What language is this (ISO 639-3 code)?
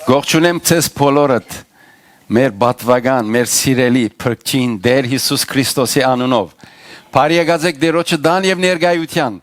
hyw